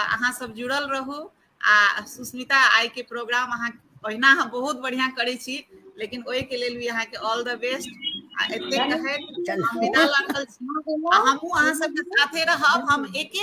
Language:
Maithili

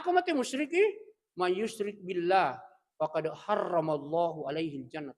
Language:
Buginese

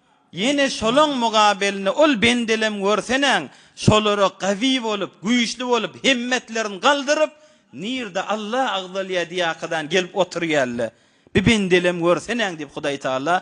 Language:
Turkmen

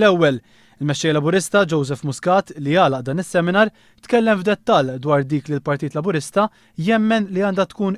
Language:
Maltese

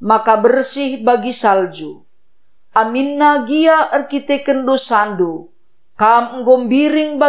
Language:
Batak Karo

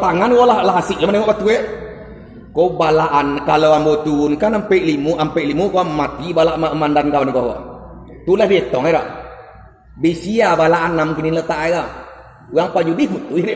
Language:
Minangkabau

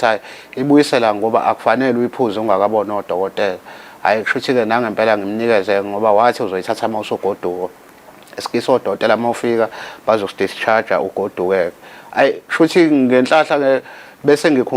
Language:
Zulu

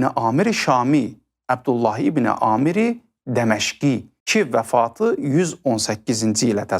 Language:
Azerbaijani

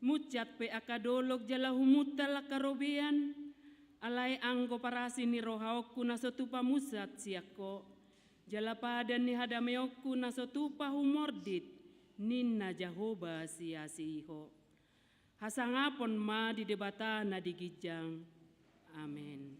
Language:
Batak Toba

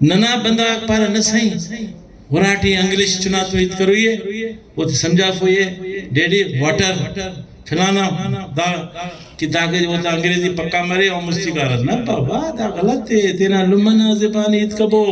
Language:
Brahui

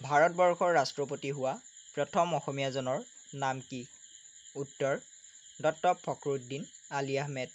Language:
Assamese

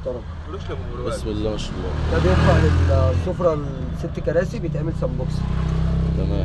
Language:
Egyptian Arabic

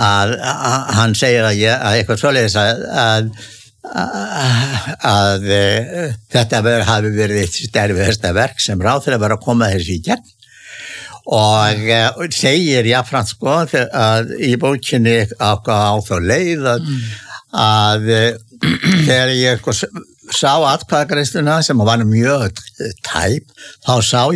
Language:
Icelandic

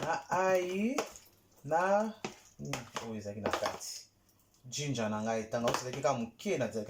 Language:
Lingala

